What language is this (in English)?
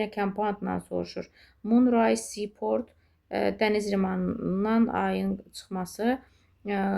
Azerbaijani